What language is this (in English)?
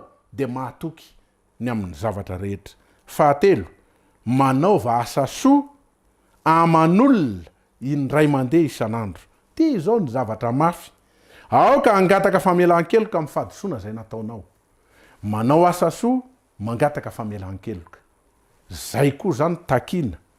Malagasy